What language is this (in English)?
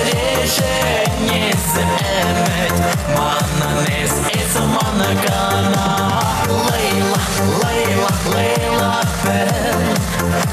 Chuvash